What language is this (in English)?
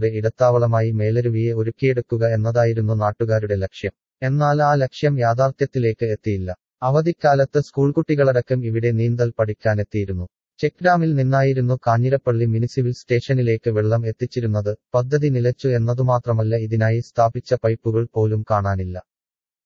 Malayalam